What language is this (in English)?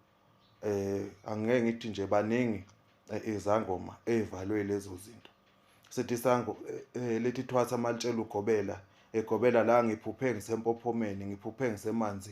Zulu